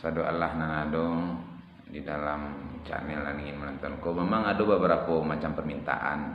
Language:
Minangkabau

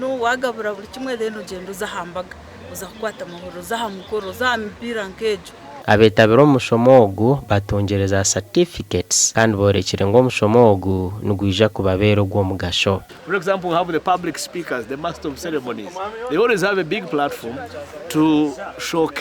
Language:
Nyankole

